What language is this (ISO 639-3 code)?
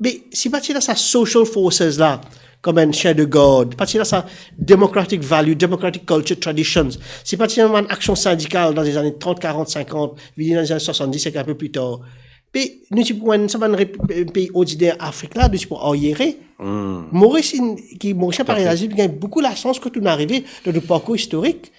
mfe